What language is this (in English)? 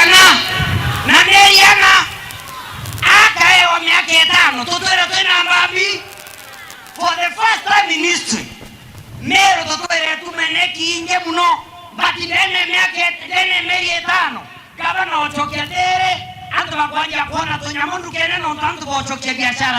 Meru